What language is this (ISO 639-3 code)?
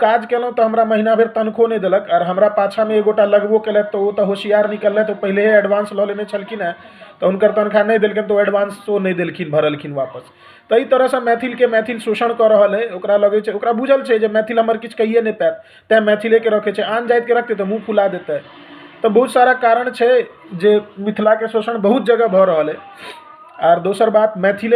mai